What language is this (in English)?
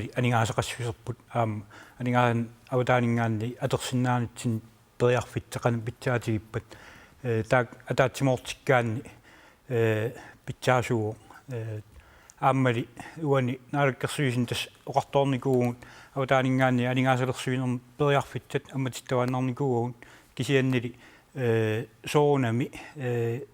Kalaallisut